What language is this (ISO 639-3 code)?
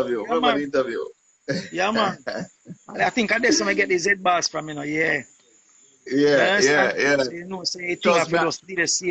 jam